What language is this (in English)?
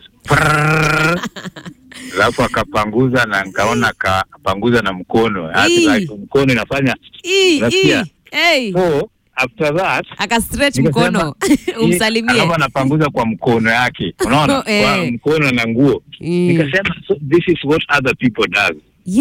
Swahili